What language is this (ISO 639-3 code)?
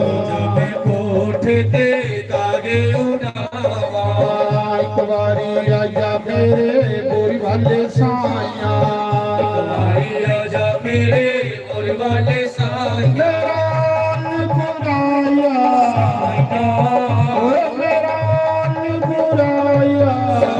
doi